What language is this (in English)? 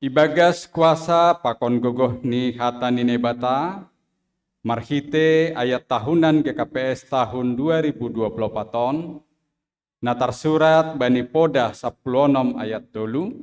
Batak Simalungun